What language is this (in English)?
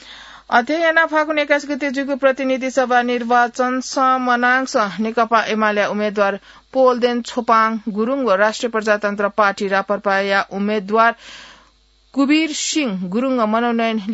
Newari